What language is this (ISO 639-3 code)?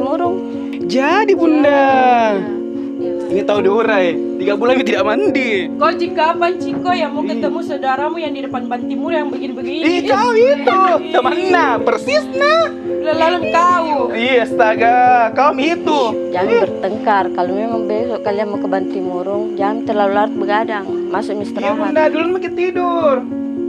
mfp